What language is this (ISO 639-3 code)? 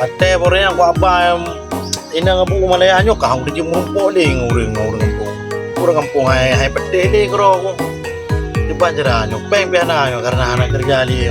ace